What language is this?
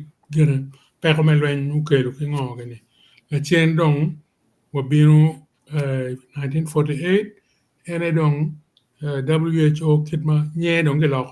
Acoli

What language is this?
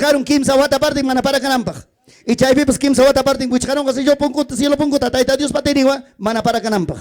Ayacucho Quechua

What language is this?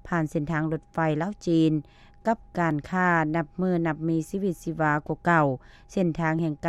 Lao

